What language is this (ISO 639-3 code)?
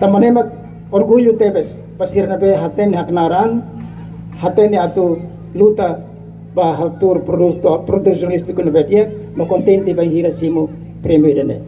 tet